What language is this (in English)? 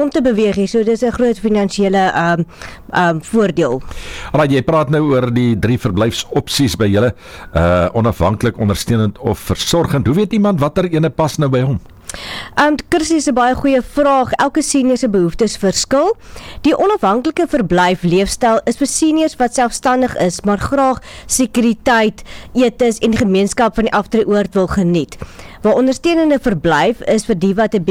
Afrikaans